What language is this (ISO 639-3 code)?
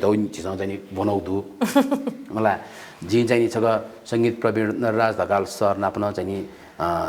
new